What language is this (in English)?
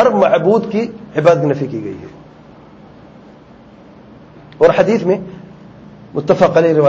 Urdu